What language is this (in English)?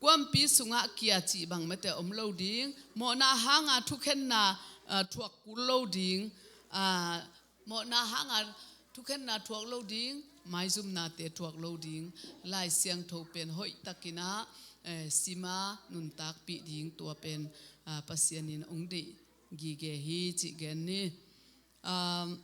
Tedim Chin